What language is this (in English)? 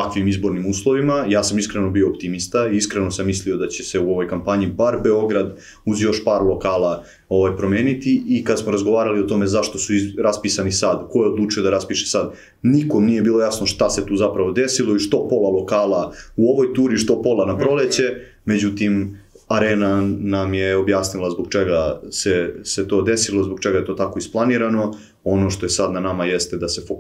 Serbian